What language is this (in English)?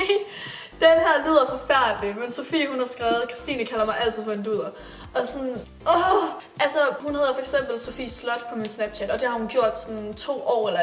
Danish